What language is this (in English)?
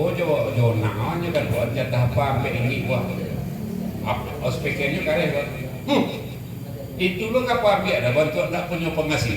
Minangkabau